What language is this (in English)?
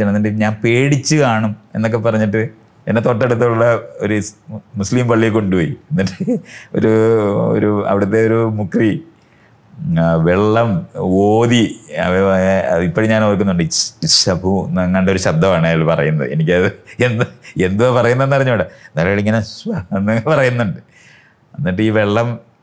Malayalam